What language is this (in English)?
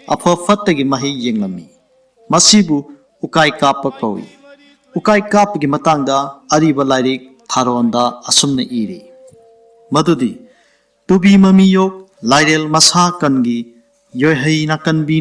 Manipuri